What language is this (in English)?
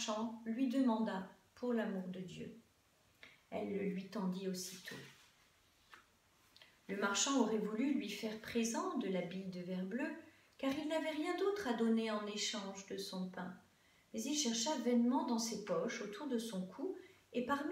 French